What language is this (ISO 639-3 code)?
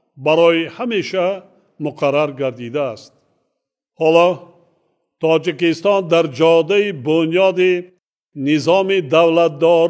tgk